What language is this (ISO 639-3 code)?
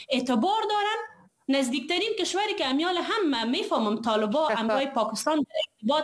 fas